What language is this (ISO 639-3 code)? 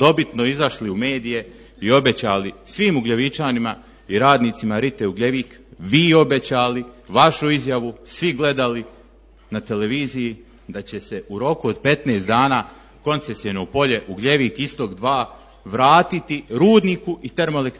srp